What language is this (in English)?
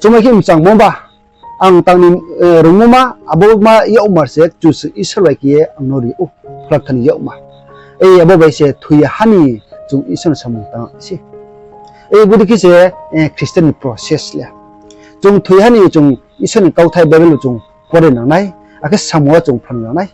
Riang (India)